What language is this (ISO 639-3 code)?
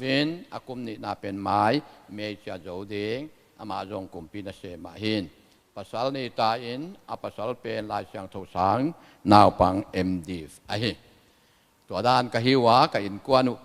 ctd